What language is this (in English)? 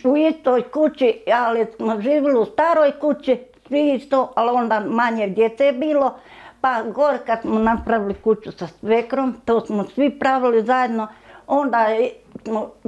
Bosnian